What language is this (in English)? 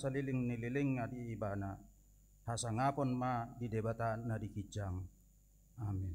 Batak Toba